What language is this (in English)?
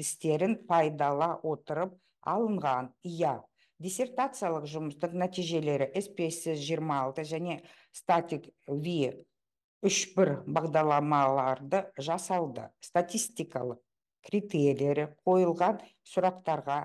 Kazakh